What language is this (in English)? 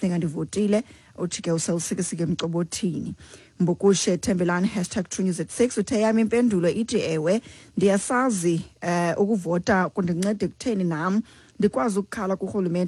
Xhosa